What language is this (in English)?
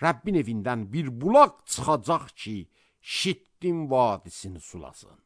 Azerbaijani